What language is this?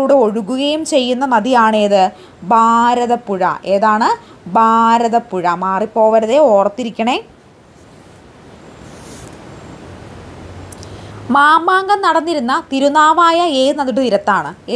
Malayalam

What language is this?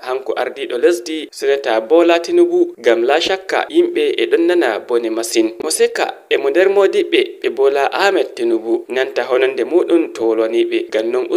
Nigerian Fulfulde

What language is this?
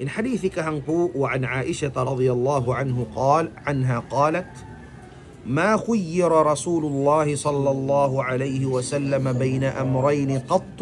Tausug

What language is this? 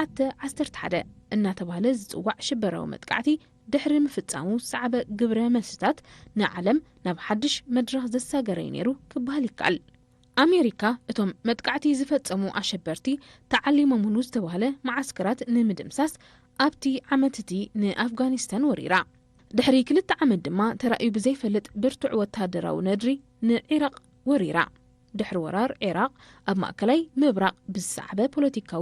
Tigrinya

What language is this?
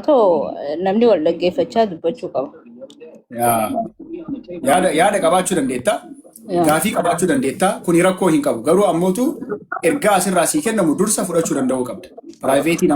Oromo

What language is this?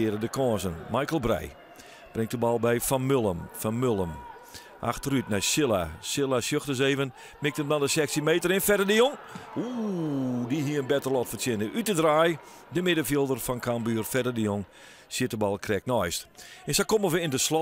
Western Frisian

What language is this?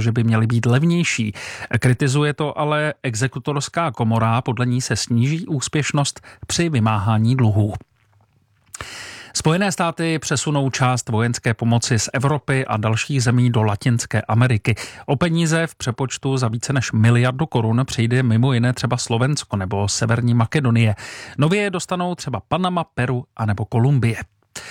Czech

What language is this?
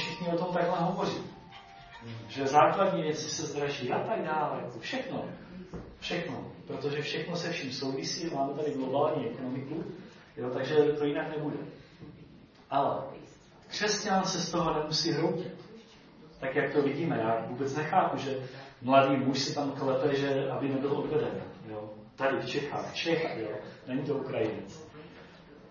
Czech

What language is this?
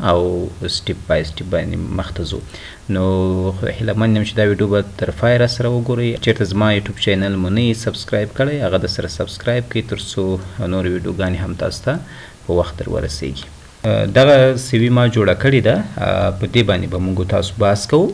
Pashto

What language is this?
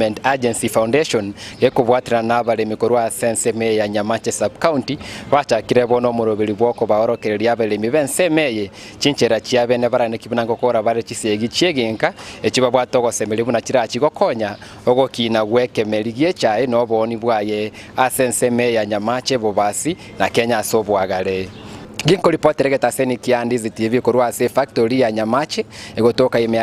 Gusii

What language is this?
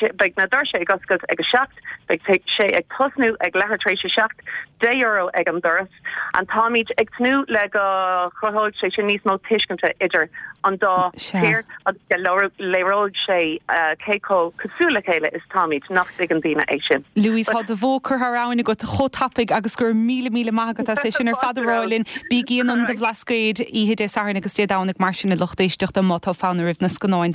Irish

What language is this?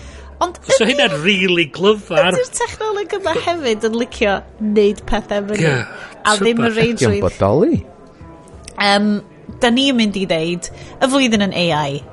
Welsh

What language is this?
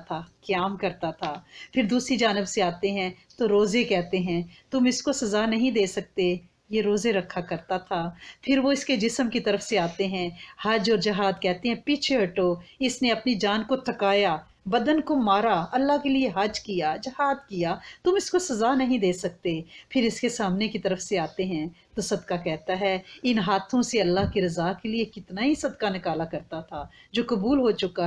Urdu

